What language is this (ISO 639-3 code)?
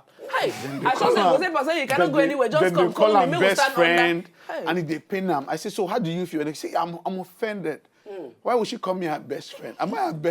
pcm